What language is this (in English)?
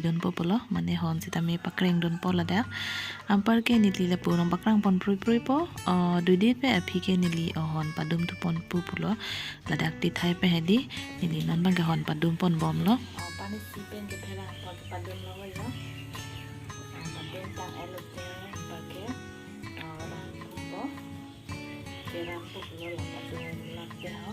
Karbi